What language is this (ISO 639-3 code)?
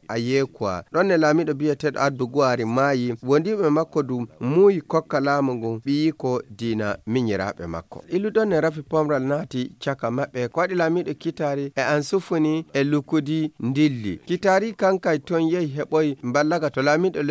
ful